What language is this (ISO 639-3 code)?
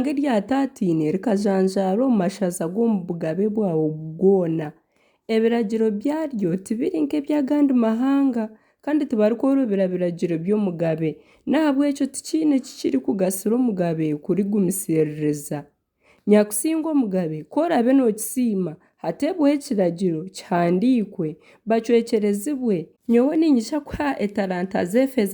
nyn